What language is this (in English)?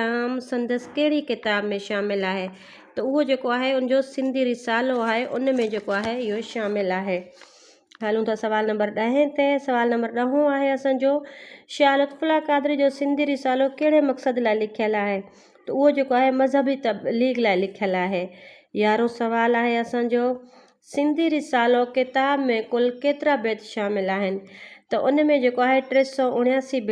Sindhi